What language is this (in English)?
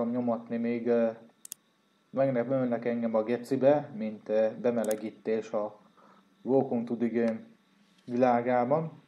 Hungarian